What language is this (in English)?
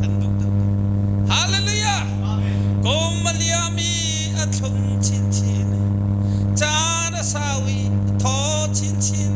Hakha Chin